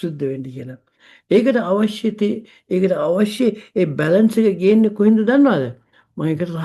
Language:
Sinhala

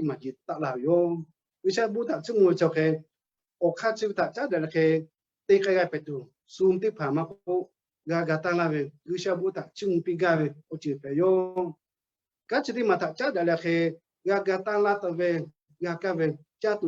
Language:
Lahu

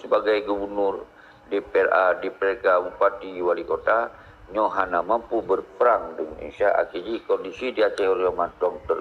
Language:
Achinese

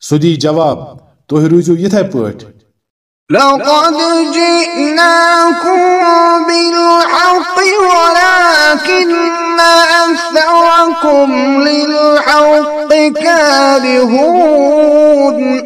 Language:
Kashmiri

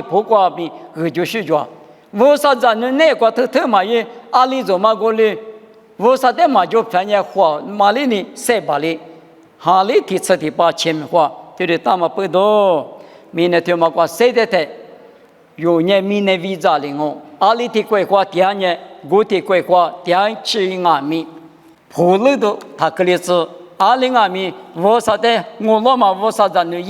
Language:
Lisu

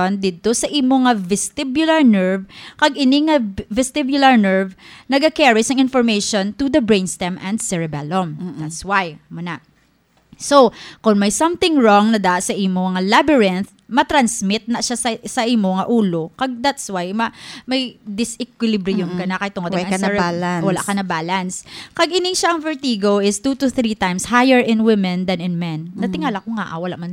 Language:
Hiligaynon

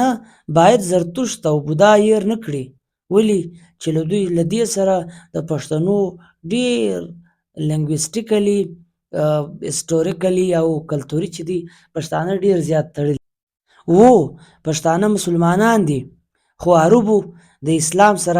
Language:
Pashto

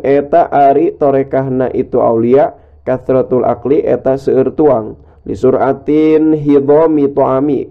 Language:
Sundanese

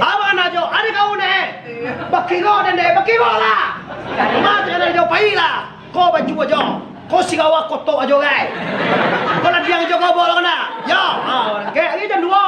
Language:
Minangkabau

